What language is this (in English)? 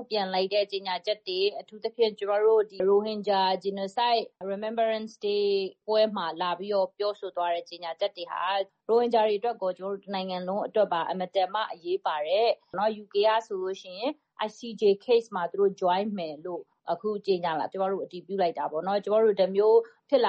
Burmese